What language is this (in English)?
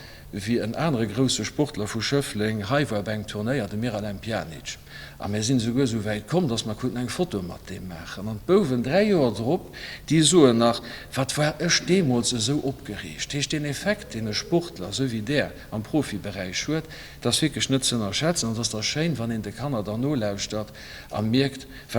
Luxembourgish